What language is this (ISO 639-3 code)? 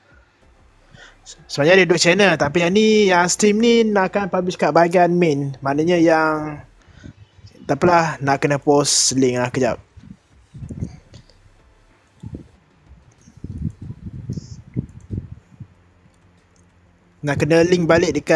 msa